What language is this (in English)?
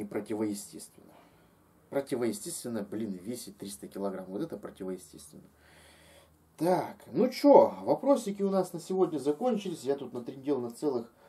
Russian